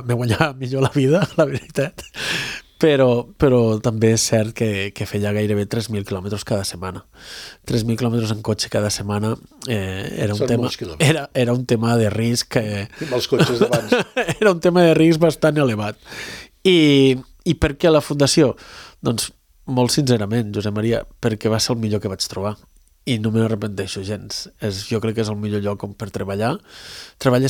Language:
Catalan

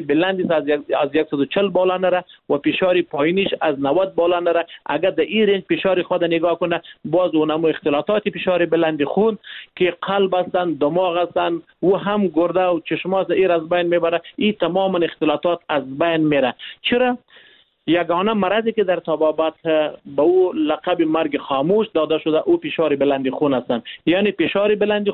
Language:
Persian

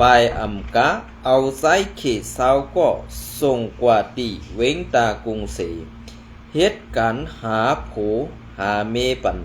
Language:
Shan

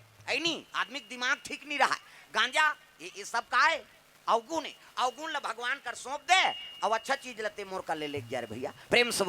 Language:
Chhattisgarhi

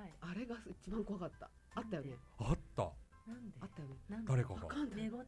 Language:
Japanese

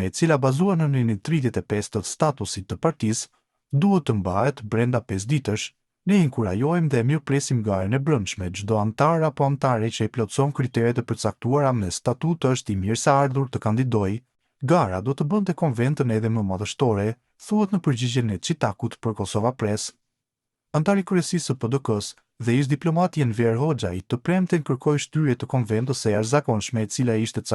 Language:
Albanian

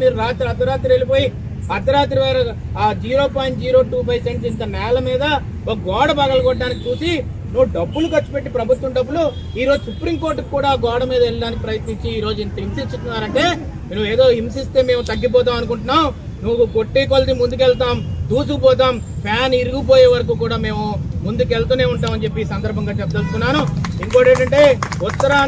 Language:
Telugu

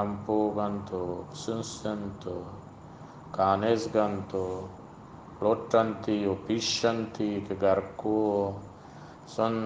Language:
Eastern Balochi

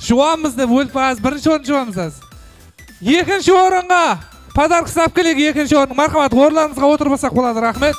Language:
Kara-Kalpak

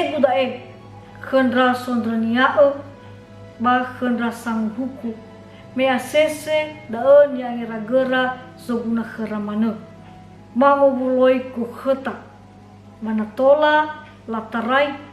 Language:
Nias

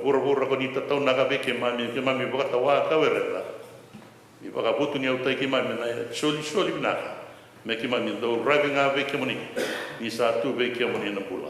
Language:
Fijian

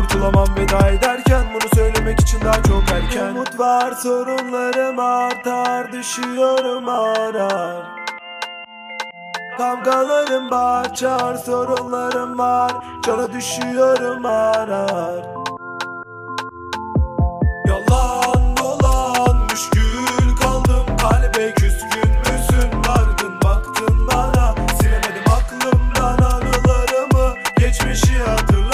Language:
Turkish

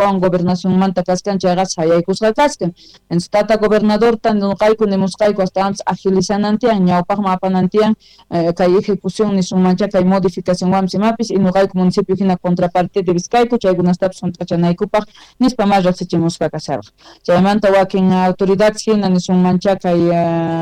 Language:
Quechua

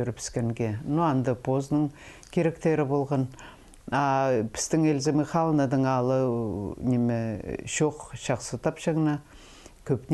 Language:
Khakas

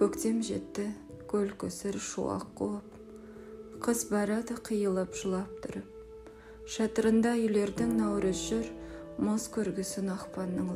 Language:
Kazakh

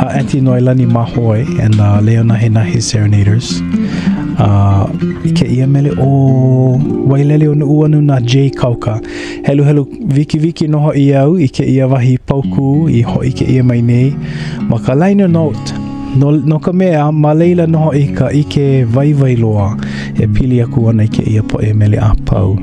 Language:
Hawaiian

